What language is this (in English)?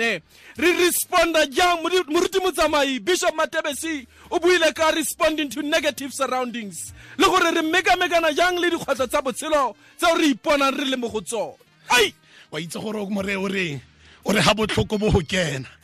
Tswana